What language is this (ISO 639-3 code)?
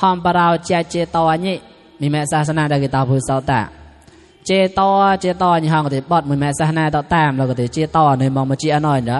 mnw